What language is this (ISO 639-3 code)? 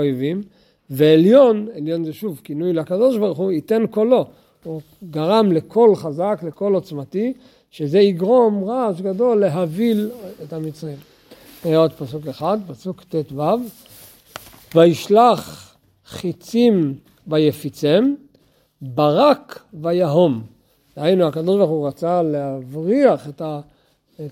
heb